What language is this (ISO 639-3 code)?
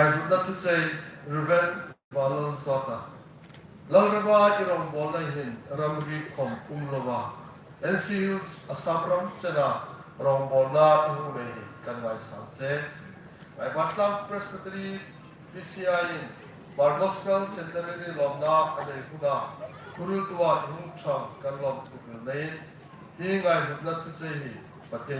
hmr